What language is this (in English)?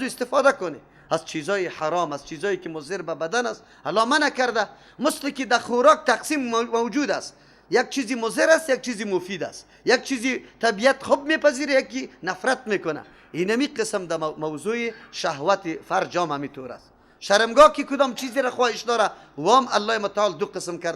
Persian